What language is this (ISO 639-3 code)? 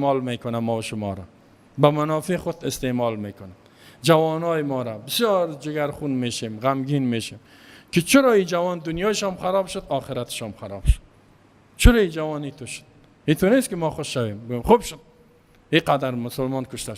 fas